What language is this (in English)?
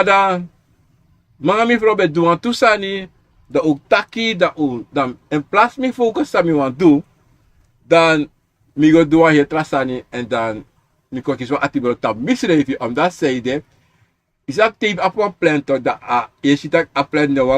Sranan Tongo